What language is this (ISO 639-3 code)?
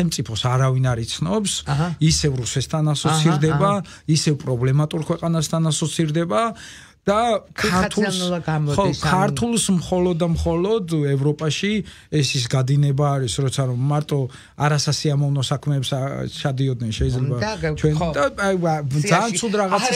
kat